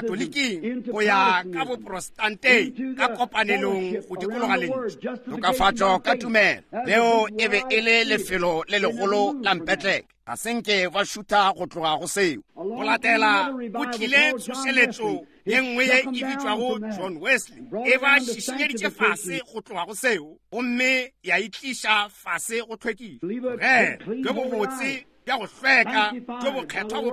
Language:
Northern Sotho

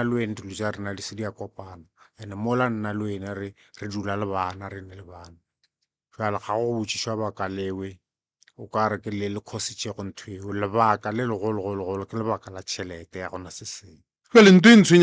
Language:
Northern Sotho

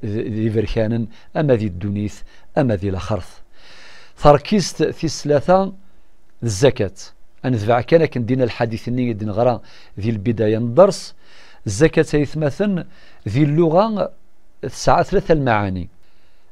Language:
Kabyle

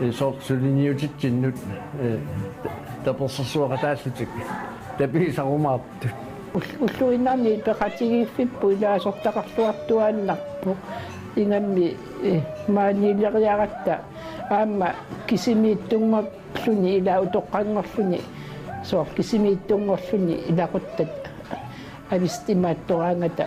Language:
Kalaallisut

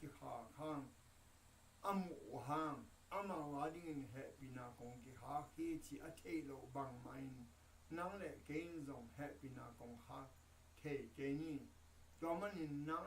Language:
Tedim Chin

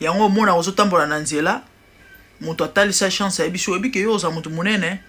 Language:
Lingala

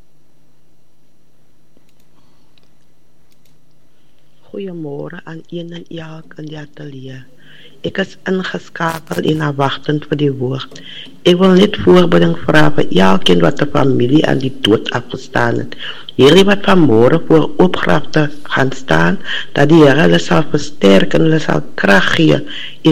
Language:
Afrikaans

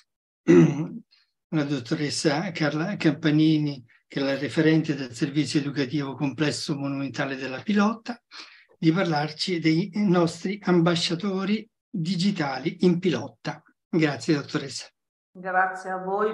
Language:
Italian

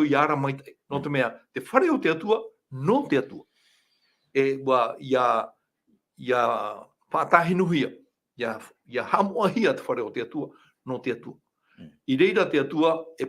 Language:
Tahitian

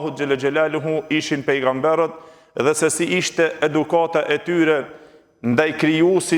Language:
Albanian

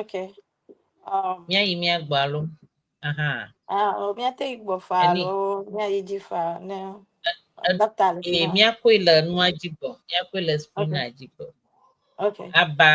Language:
Ewe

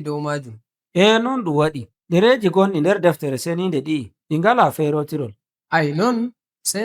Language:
Nigerian Fulfulde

